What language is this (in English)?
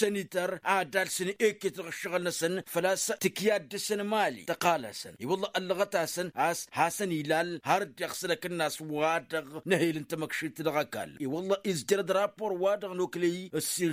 Tamasheq